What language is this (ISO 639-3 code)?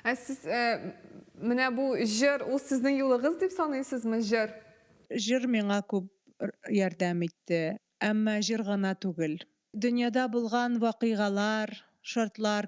tat